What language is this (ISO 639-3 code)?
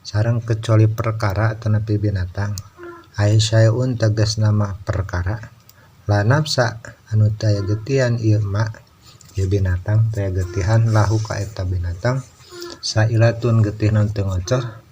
sun